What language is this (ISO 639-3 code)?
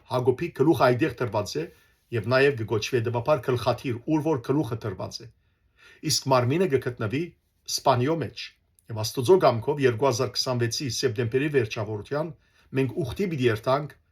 hyw